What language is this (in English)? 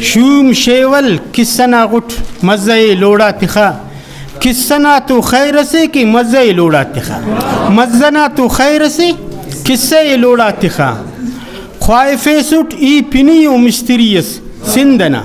Brahui